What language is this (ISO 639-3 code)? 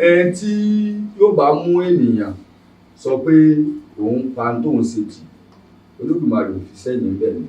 yor